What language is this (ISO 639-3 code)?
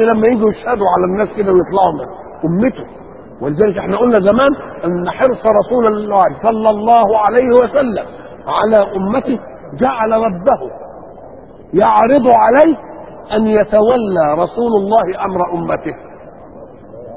arz